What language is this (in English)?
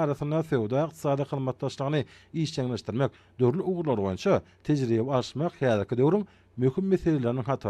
Turkmen